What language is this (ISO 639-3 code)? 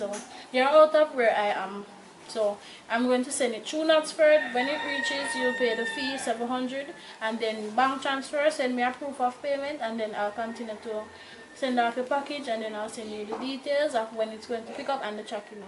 jam